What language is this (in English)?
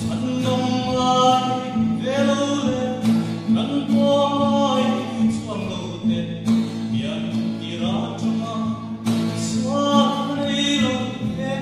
Hmar